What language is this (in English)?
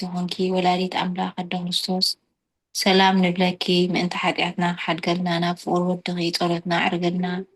Tigrinya